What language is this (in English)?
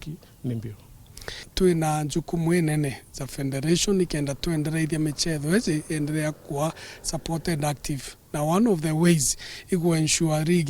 Meru